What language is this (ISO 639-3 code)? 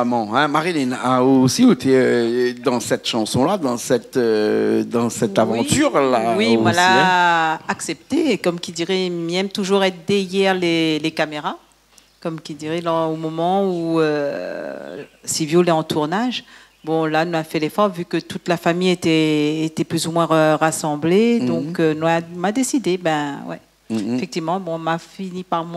rcf